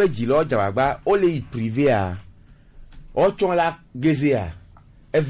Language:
Gen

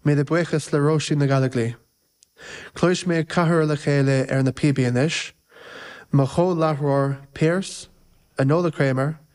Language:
Irish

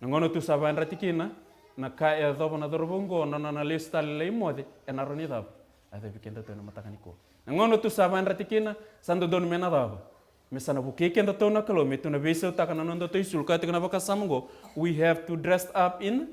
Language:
Fijian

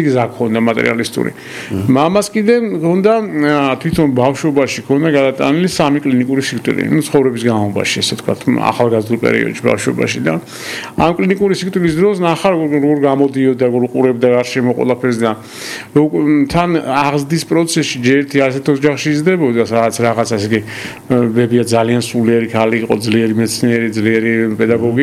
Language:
Georgian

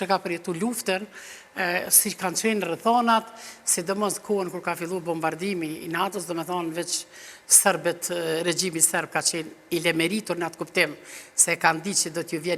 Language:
Albanian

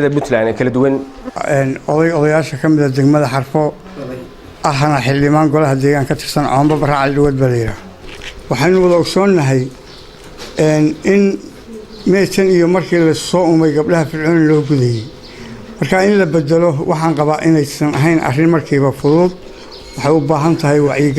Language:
Somali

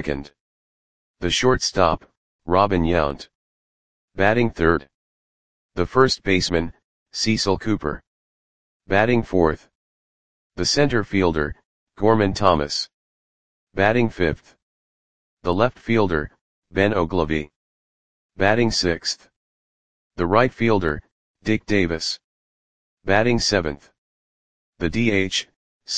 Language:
English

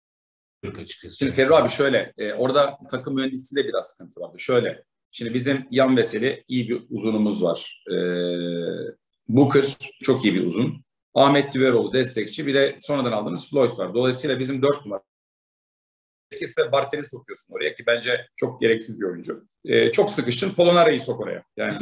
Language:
Turkish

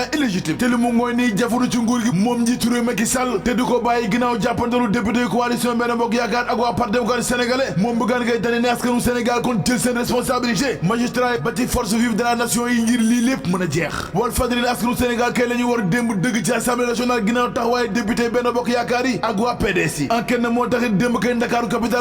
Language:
Wolof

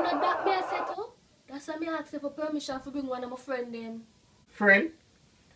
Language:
Jamaican Creole English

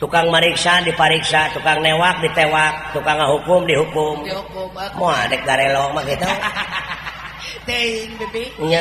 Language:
Sundanese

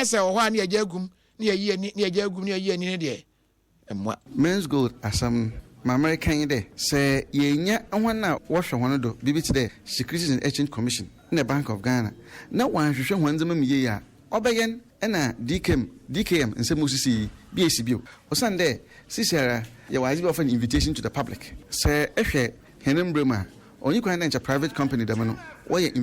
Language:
Akan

